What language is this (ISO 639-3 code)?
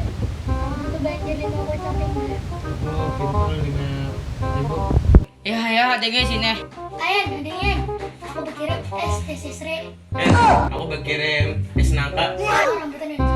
bjn